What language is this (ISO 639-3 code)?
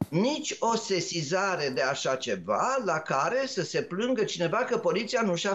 ron